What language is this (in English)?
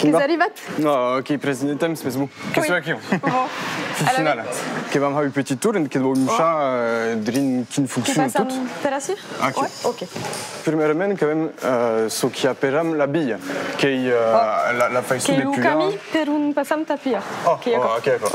Occitan